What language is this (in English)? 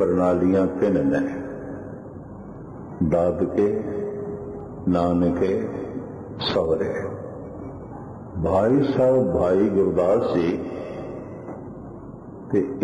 Punjabi